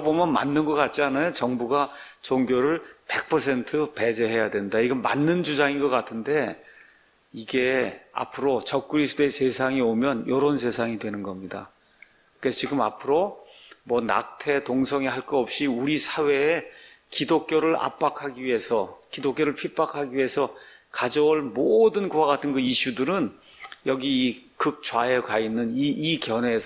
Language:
Korean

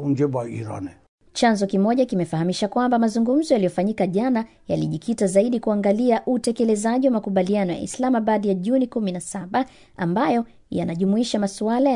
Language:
Swahili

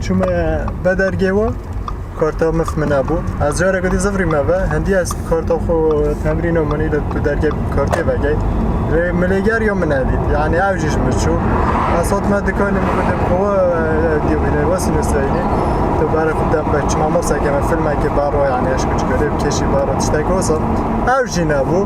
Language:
Kurdish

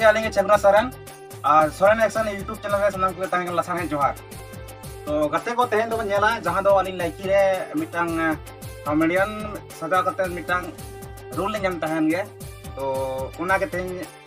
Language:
Santali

